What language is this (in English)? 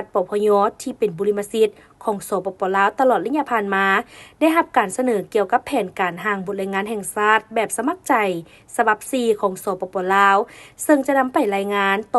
Lao